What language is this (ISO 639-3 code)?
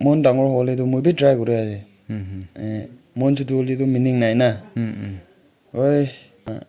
nag